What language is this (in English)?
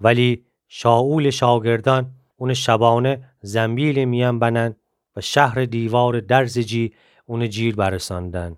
Gilaki